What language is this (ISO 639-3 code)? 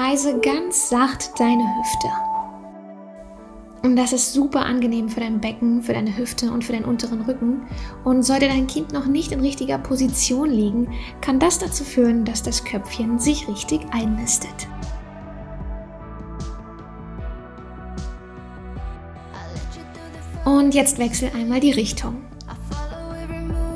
deu